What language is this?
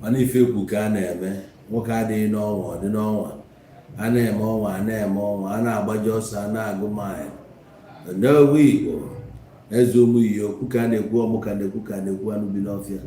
Igbo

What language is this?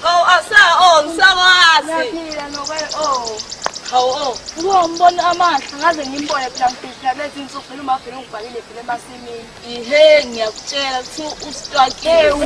Zulu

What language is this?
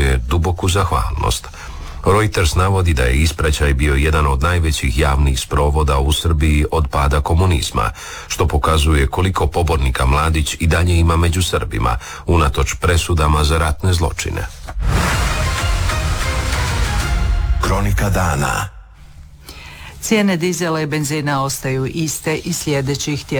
Croatian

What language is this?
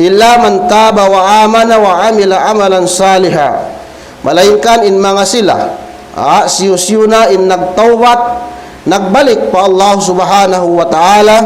Tausug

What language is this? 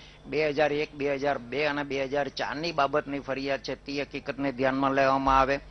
Gujarati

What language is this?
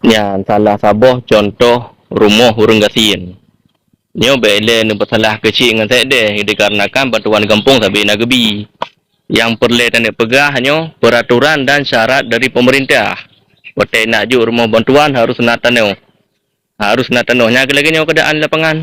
Achinese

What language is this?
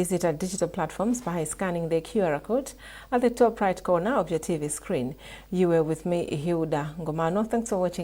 English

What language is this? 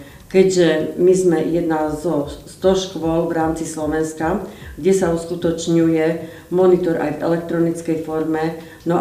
Slovak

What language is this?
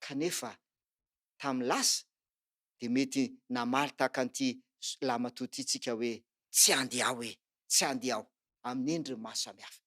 Malagasy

